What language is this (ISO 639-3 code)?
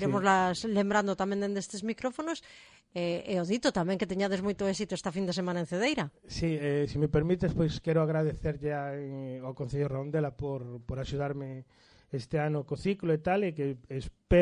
glg